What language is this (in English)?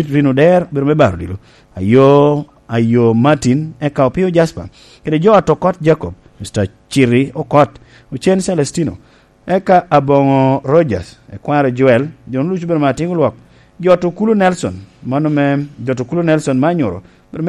Lango (Uganda)